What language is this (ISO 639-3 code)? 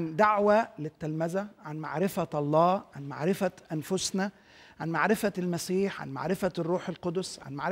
arz